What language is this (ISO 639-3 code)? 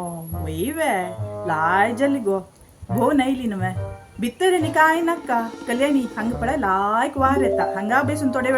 kok